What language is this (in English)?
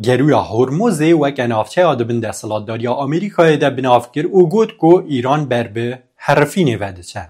Kurdish